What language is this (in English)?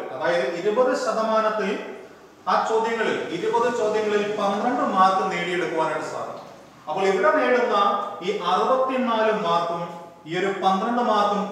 Malayalam